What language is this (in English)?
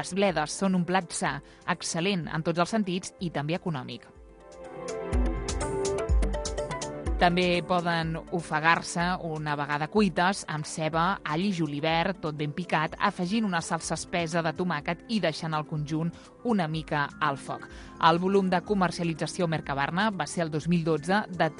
Catalan